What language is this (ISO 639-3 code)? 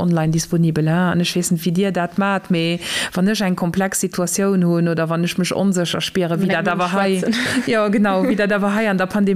ltz